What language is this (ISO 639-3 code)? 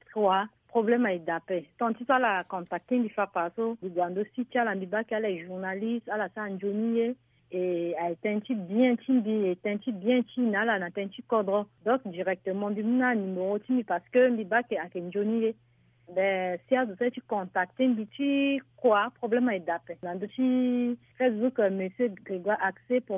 sag